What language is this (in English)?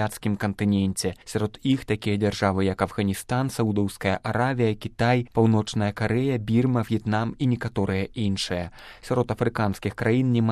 Belarusian